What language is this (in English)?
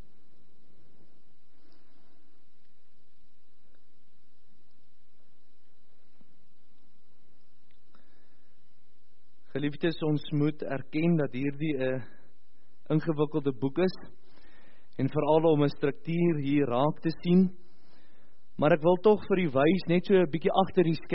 Afrikaans